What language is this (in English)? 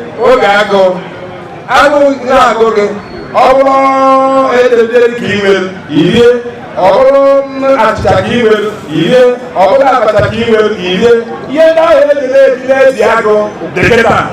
Igbo